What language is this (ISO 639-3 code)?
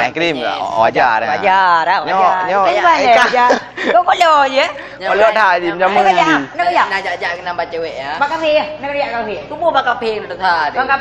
ace